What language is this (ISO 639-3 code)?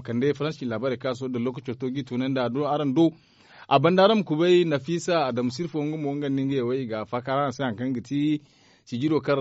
dje